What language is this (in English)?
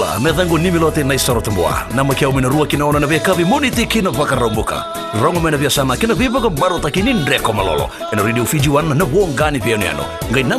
Fijian